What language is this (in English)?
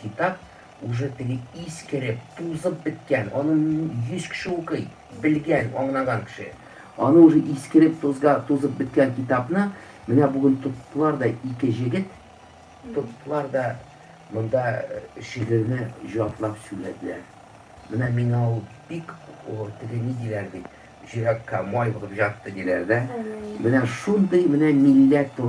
Tatar